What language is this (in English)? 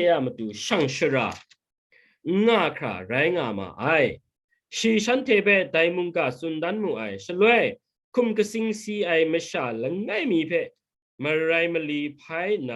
Kachin